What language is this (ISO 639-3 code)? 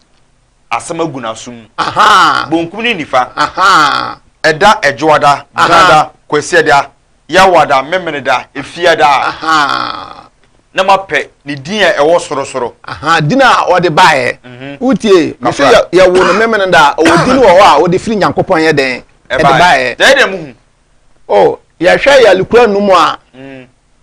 aka